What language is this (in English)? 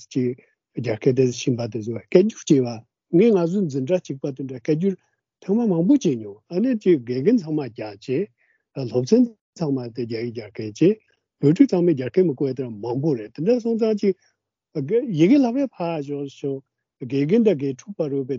Latvian